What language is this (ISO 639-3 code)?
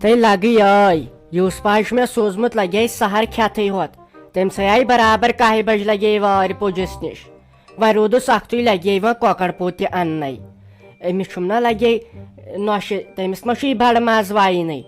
kas